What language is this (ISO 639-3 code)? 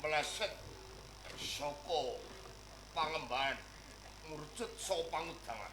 jav